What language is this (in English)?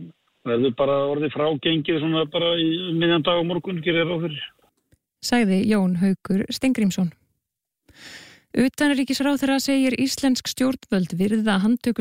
Icelandic